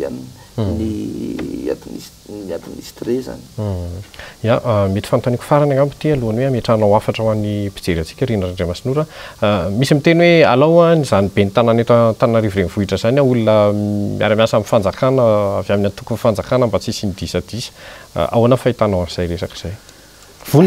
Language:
Malagasy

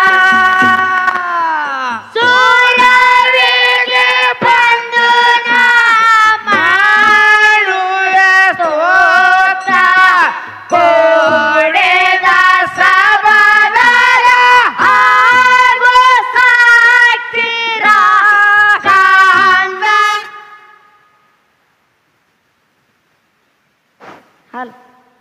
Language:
Kannada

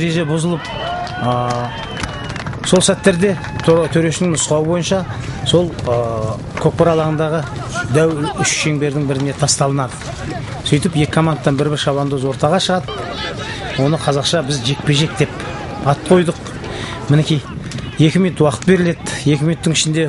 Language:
Kazakh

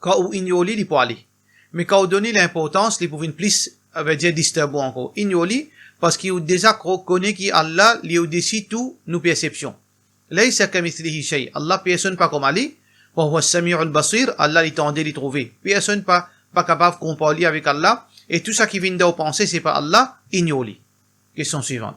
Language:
Morisyen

